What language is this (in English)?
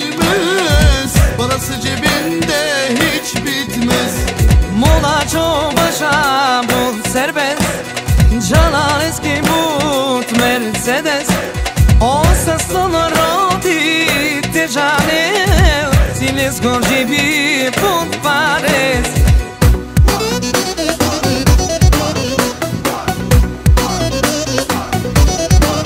Turkish